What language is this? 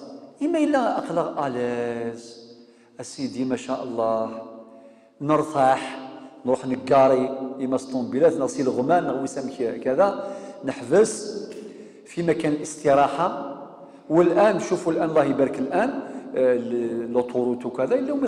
Kabyle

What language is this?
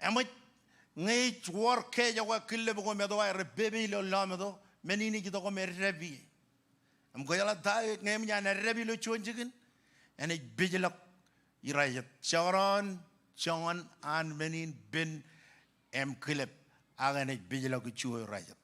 Marshallese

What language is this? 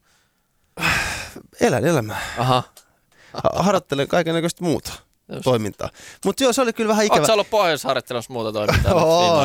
Finnish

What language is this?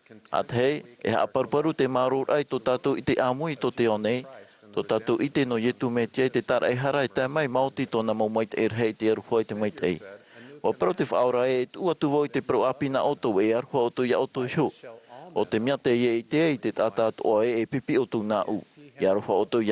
Tahitian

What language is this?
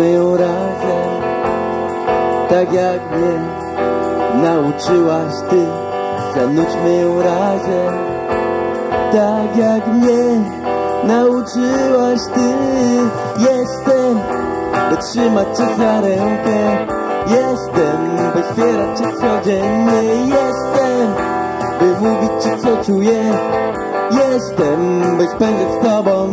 Polish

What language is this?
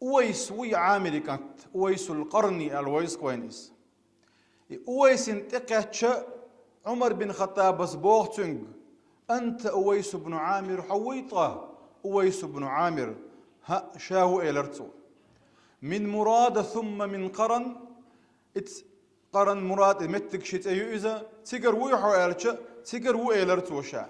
Chechen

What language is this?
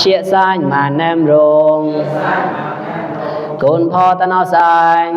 Mon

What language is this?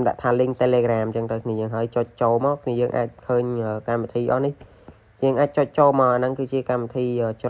Khmer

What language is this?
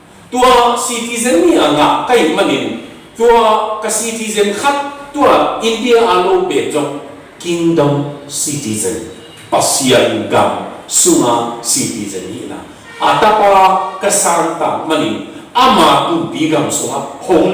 Tedim Chin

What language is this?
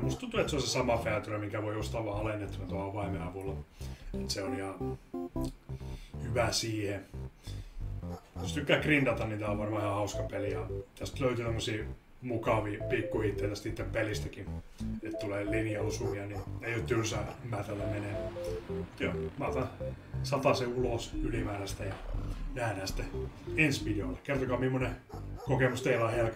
Finnish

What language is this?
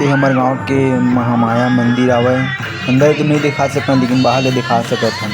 Chhattisgarhi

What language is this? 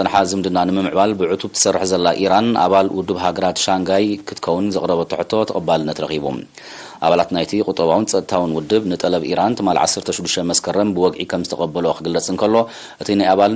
Tigrinya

